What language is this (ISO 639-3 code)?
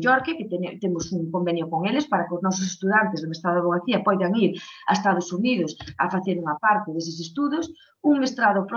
glg